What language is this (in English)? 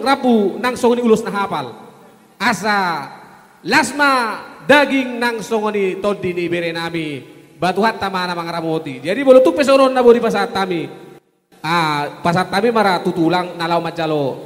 Batak Toba